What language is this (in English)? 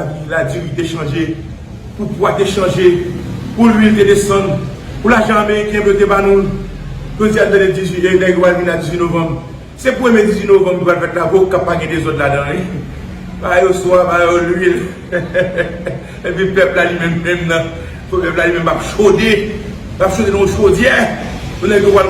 Haitian Creole